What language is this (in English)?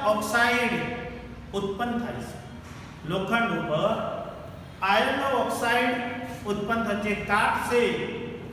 Gujarati